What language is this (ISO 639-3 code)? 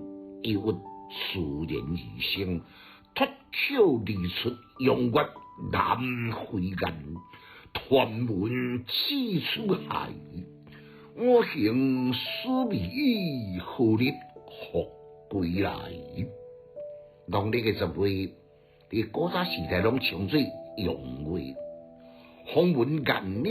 nan